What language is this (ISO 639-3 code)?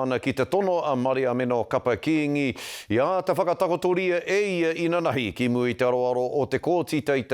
mri